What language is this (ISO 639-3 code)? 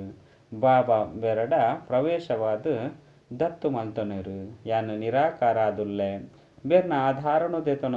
tcy